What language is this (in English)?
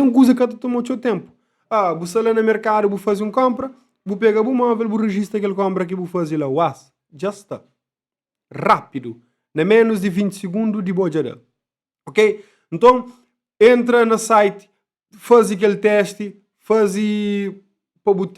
Kabuverdianu